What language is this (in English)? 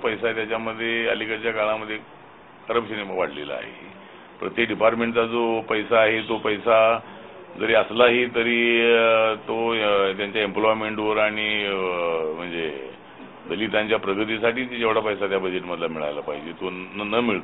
Marathi